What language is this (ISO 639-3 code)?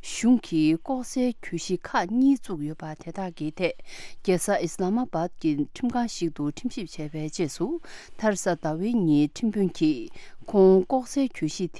bod